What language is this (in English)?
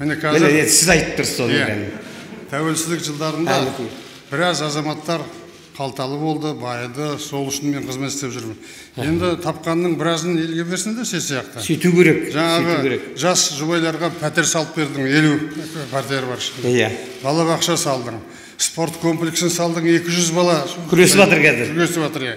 Kazakh